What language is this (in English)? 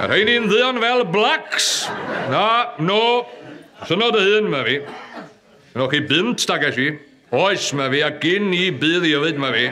Welsh